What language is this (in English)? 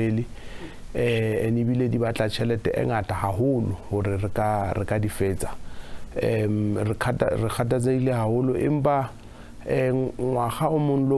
Southern Sotho